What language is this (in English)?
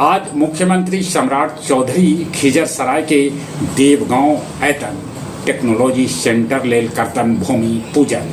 Magahi